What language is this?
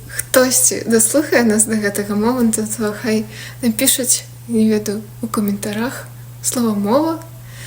Belarusian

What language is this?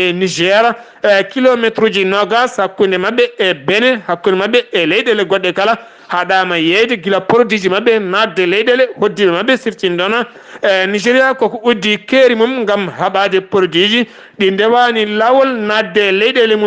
Fula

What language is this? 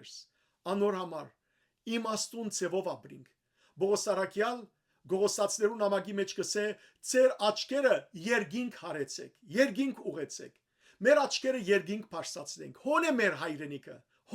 Western Armenian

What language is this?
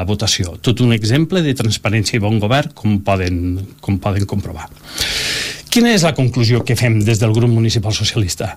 Catalan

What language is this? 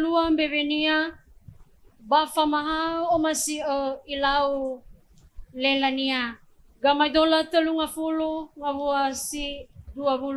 Nias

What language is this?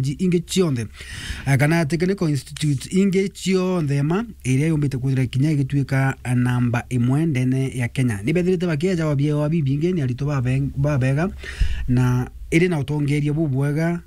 Meru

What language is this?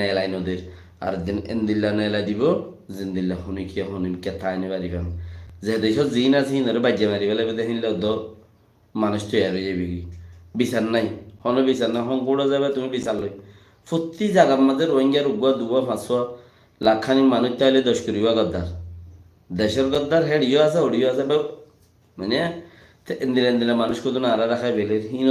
Rohingya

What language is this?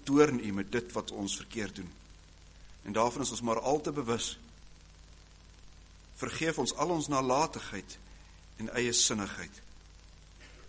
Afrikaans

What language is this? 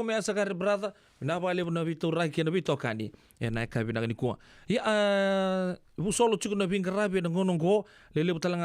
Fijian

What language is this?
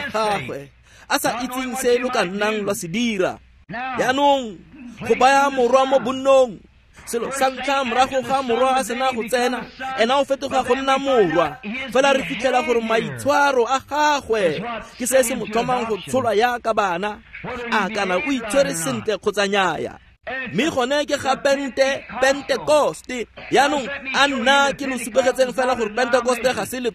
Tswana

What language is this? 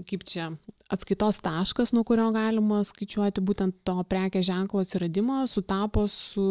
Lithuanian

